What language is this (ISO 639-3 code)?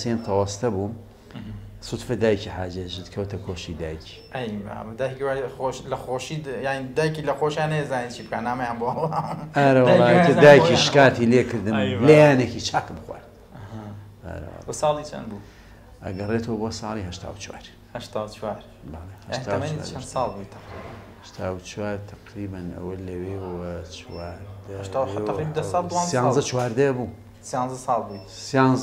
ckb